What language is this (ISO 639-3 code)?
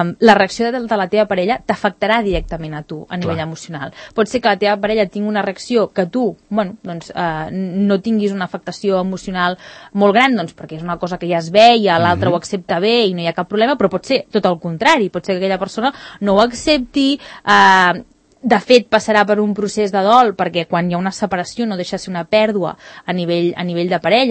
cat